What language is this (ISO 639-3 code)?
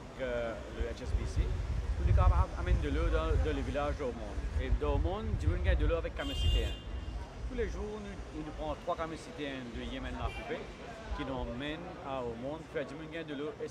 mfe